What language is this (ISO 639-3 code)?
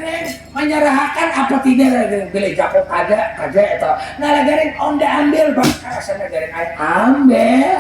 bjn